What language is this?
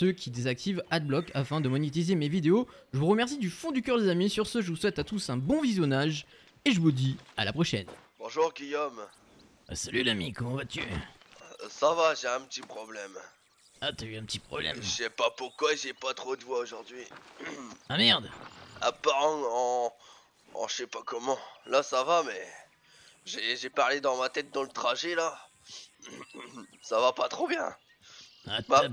French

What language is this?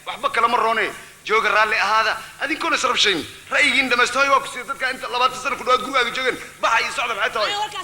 Somali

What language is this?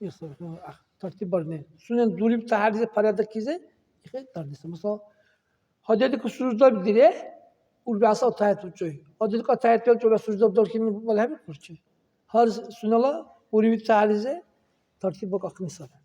Dargwa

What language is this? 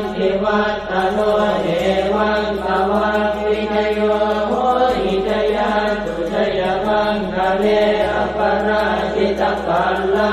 Pali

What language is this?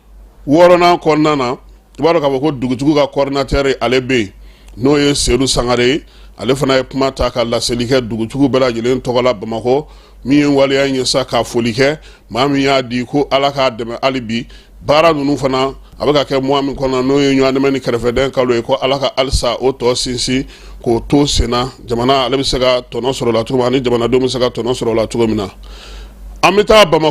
Bambara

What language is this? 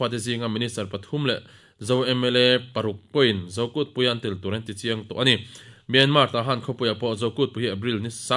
Mizo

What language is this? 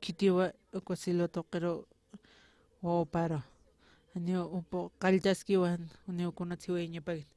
Aymara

